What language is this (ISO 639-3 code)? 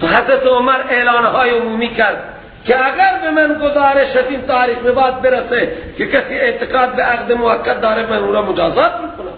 fas